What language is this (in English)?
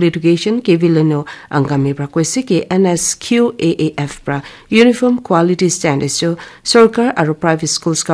Naga Pidgin